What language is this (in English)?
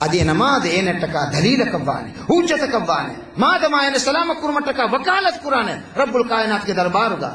Divehi